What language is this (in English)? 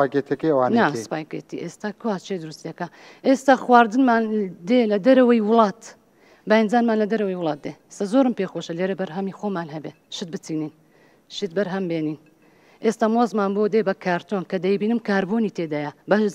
Central Kurdish